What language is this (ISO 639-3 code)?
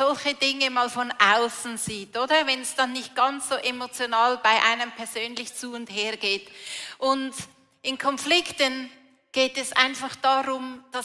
gsw